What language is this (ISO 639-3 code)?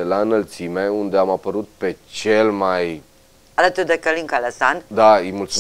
ron